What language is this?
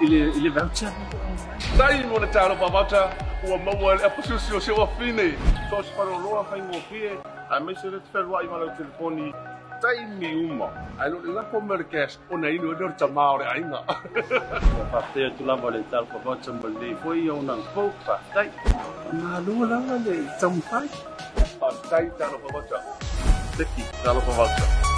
Samoan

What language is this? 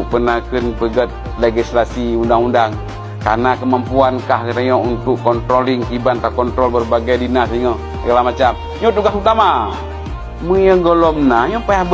Achinese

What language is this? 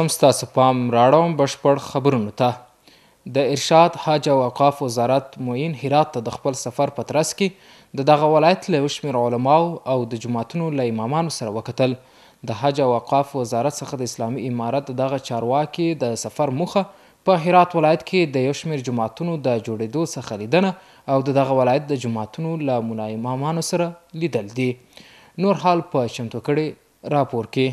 Pashto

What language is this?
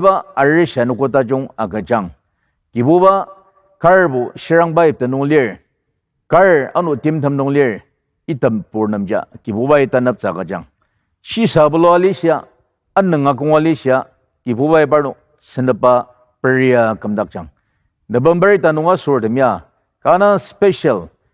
Ao Naga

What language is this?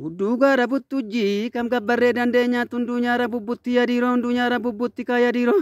Oromo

